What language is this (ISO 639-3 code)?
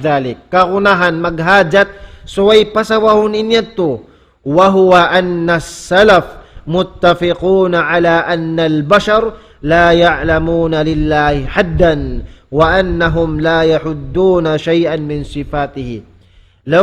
tsg